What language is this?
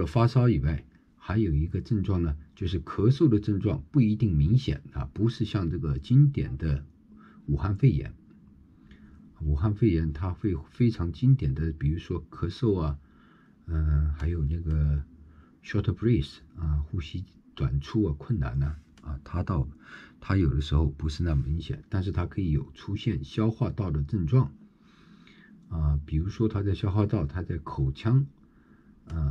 Chinese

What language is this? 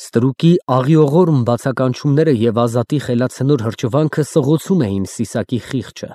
Armenian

